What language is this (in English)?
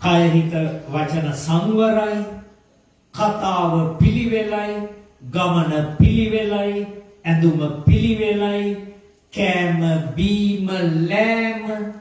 Sinhala